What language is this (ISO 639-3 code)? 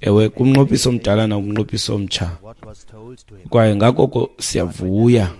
xho